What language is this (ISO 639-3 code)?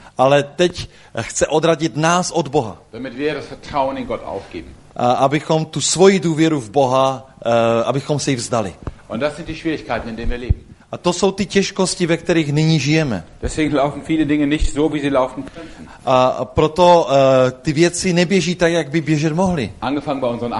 ces